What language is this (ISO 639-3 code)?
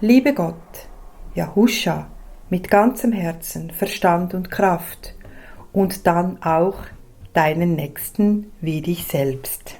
gsw